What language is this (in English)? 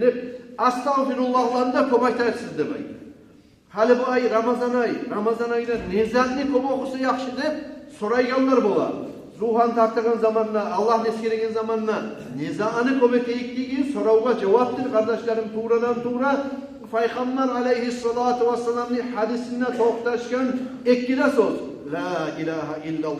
Kumyk